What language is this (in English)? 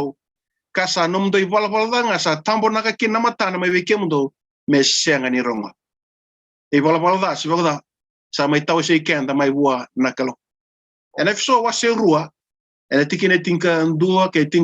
Fijian